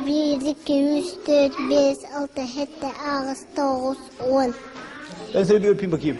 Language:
Yakut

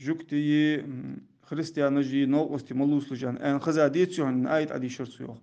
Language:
Ingush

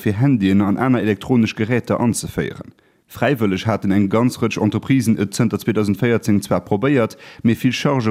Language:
Luxembourgish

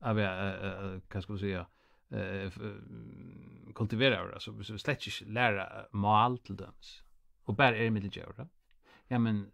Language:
Faroese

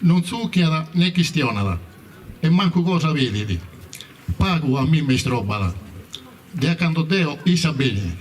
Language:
Sardinian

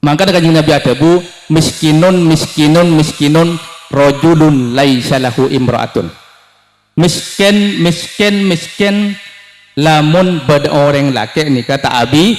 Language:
Madurese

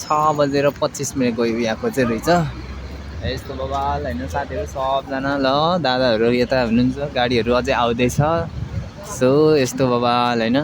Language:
Nepali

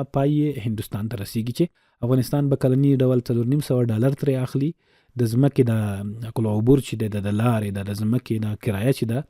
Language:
Pashto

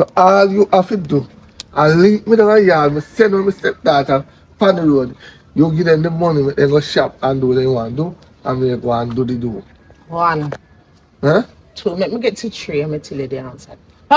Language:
Jamaican Creole English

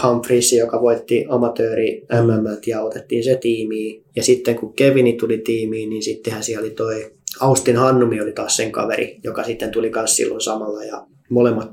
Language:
Finnish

